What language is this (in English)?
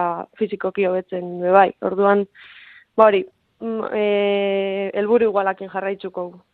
Basque